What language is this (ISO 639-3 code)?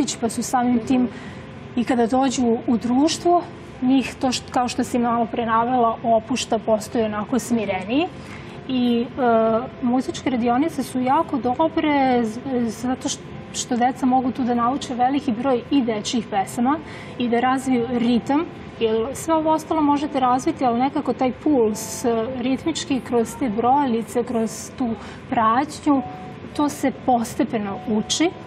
srp